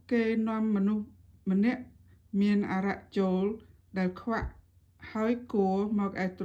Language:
Khmer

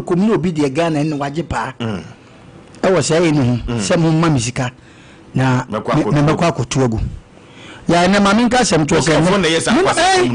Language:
Akan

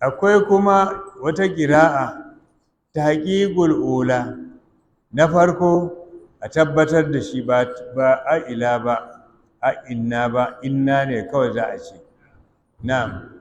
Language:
Hausa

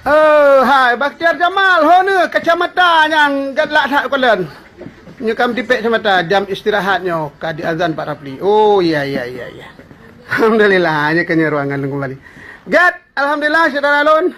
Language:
Achinese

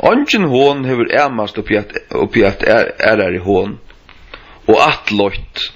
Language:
Faroese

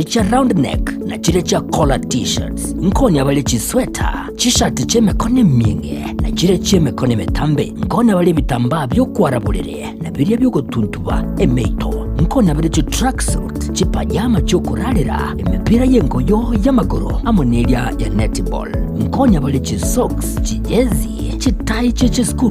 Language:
Gusii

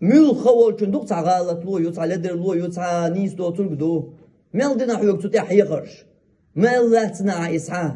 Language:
Chechen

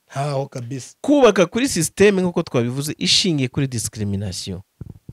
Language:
Kinyarwanda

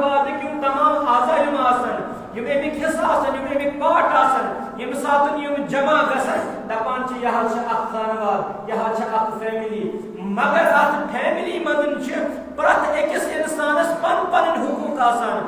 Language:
Kashmiri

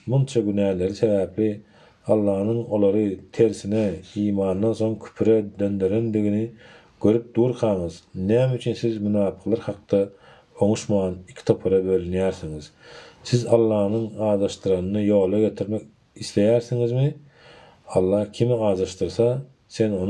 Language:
Turkmen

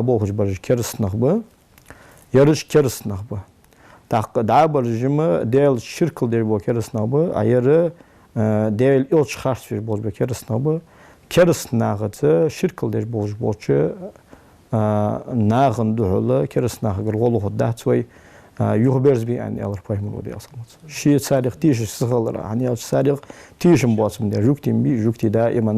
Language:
Ingush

